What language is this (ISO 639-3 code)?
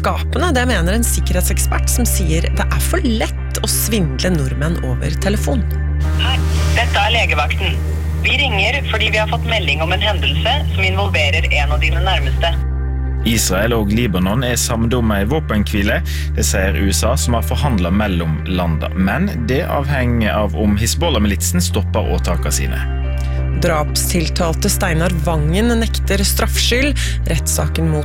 nor